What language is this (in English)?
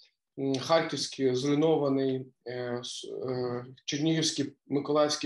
Ukrainian